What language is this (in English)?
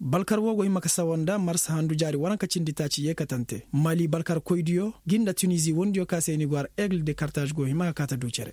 Koyraboro Senni